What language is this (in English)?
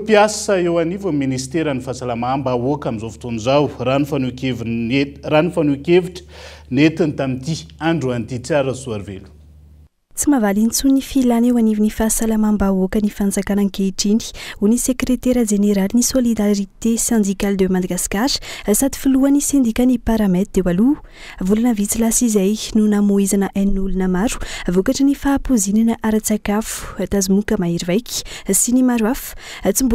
Malagasy